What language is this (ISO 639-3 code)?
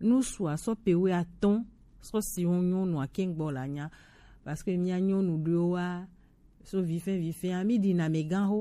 gej